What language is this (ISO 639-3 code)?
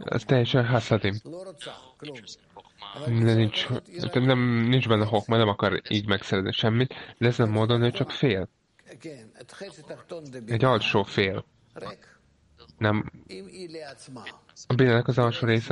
hun